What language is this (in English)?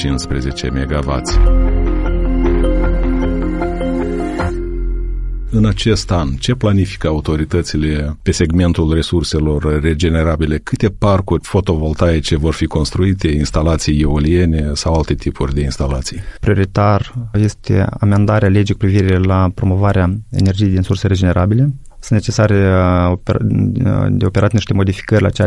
Romanian